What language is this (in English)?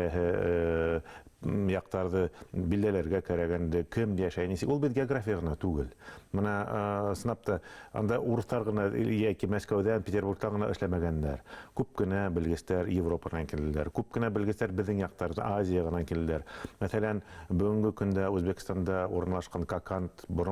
Bashkir